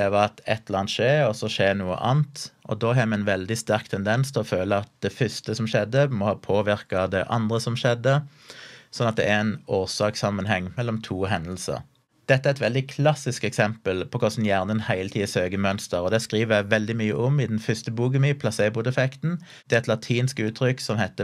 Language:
Norwegian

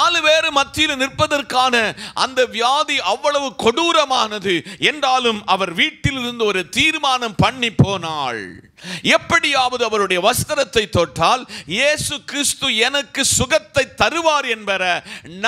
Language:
Tamil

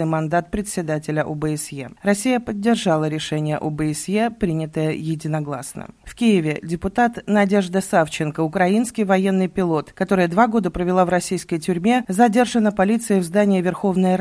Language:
Russian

